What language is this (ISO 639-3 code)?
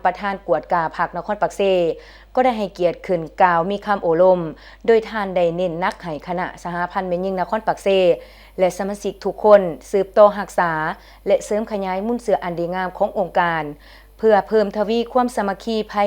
lao